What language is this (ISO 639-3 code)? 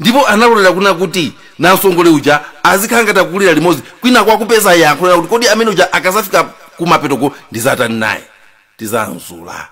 nya